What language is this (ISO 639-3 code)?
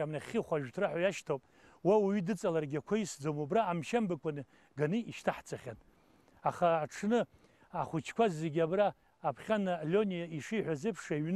abk